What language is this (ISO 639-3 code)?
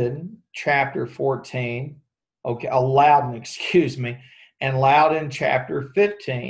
eng